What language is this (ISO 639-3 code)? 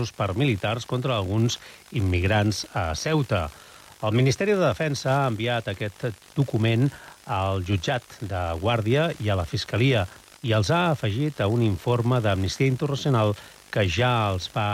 cat